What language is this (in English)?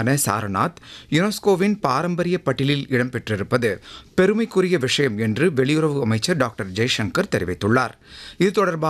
Tamil